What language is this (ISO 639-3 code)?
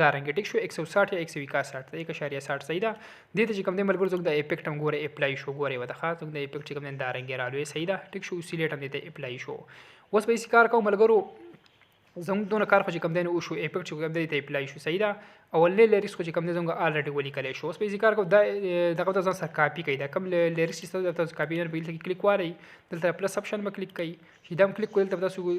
pus